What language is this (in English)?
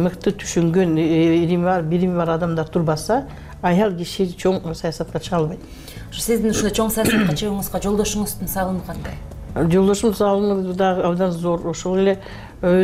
Kyrgyz